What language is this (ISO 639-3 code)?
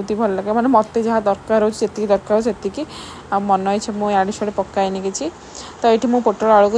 ori